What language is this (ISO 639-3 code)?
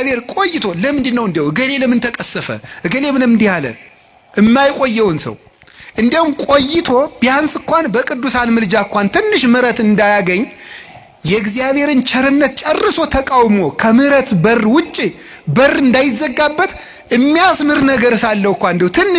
amh